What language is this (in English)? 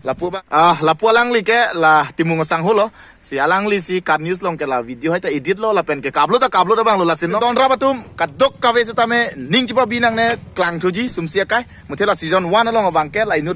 Karbi